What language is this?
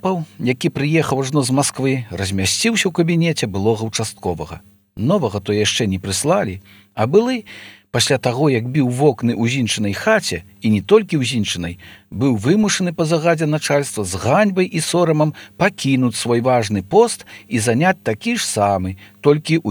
Belarusian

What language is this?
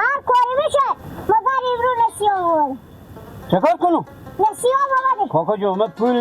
Hazaragi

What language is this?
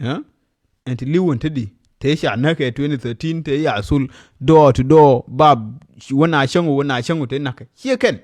Nuer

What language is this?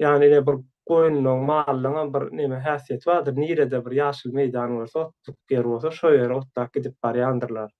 Turkmen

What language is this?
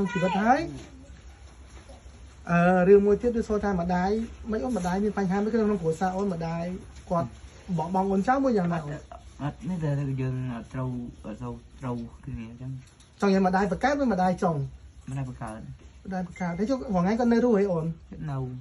Khmer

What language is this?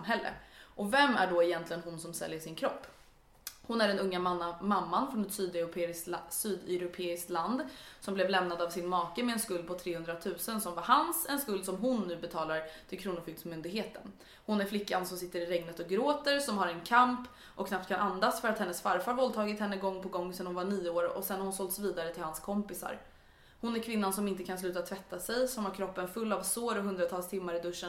Swedish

